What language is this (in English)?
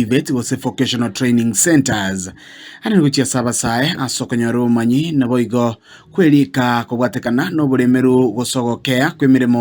Gusii